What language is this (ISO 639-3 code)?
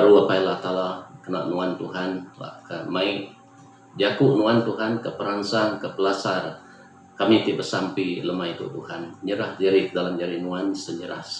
iba